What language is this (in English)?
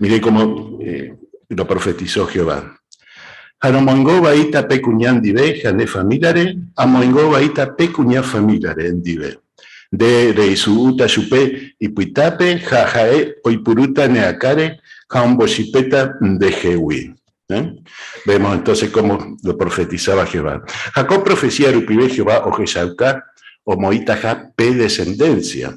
Guarani